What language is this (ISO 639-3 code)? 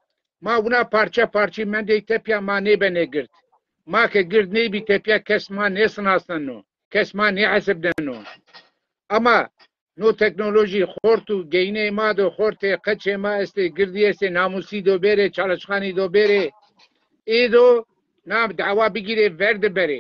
zza